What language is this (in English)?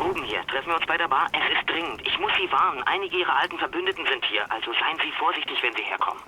Bavarian